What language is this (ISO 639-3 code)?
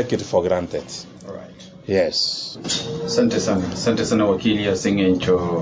guz